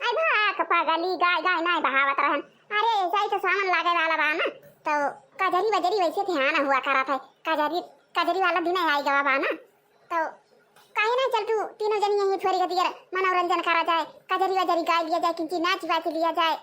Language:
Awadhi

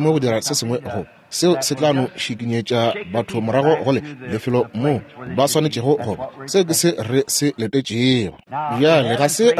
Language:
Northern Sotho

